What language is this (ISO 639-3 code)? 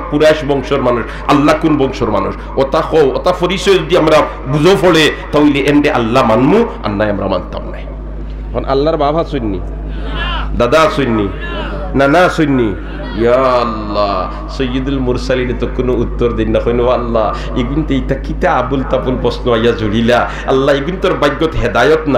syl